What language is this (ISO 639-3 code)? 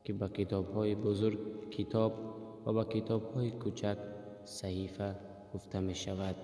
tgk